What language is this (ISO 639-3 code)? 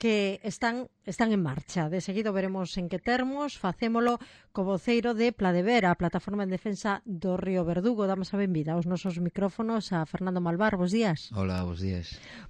glg